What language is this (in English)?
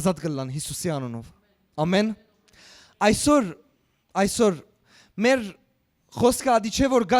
Western Armenian